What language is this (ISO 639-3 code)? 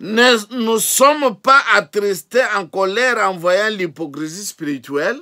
lua